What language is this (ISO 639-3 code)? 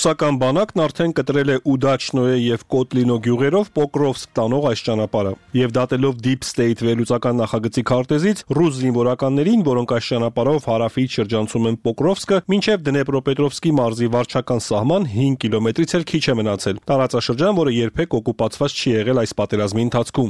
hye